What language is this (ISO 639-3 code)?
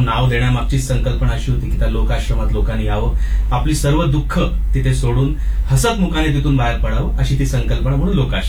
mar